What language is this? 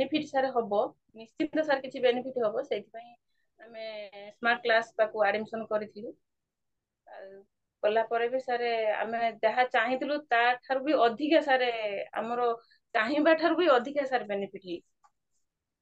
Odia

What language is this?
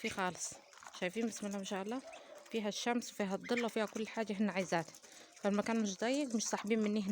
Egyptian Arabic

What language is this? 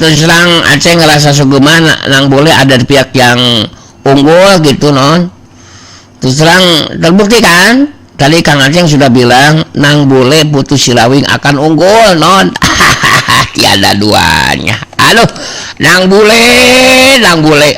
Sundanese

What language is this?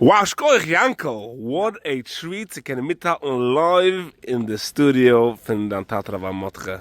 Yiddish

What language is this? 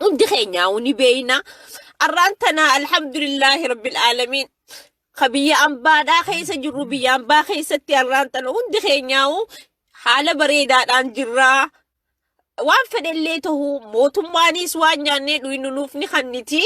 Oromo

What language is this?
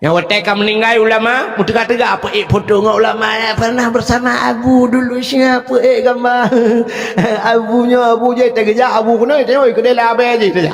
Achinese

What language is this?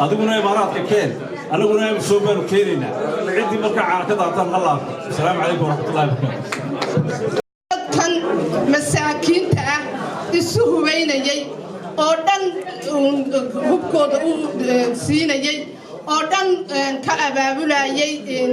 Somali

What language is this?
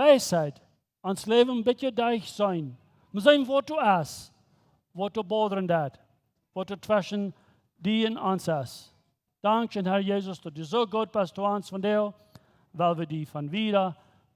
Plautdietsch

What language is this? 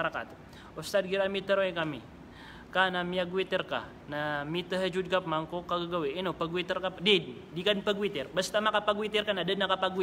Maranao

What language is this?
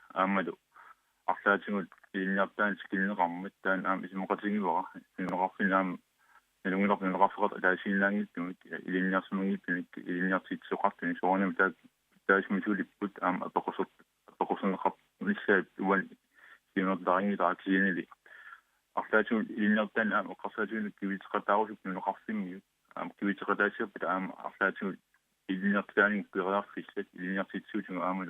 Kalaallisut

